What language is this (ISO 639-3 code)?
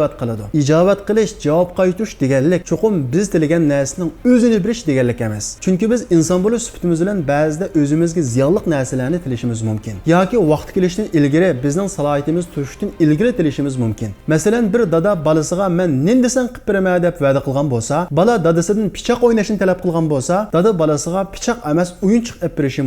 uig